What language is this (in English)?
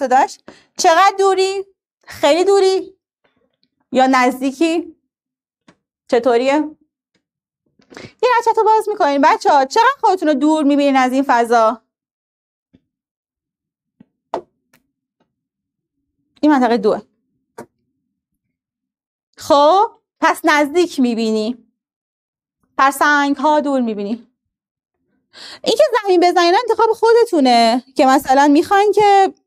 Persian